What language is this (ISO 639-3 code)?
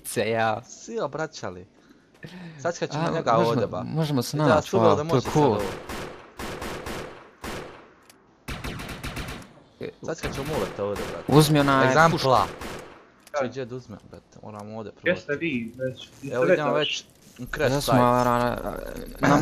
bos